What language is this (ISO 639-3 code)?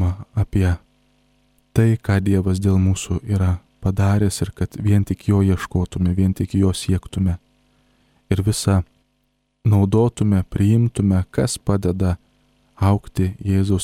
lit